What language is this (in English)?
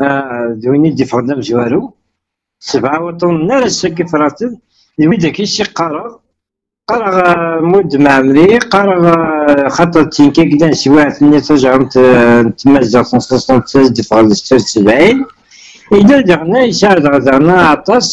Kabyle